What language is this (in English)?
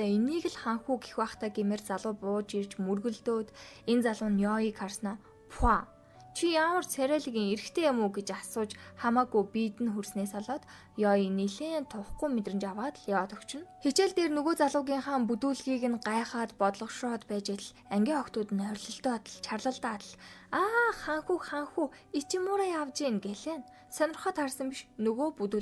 Mongolian